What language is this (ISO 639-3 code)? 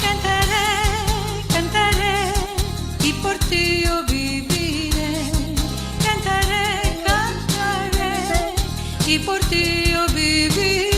lad